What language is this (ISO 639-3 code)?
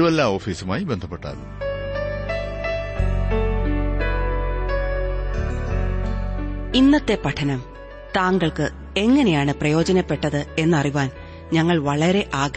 mal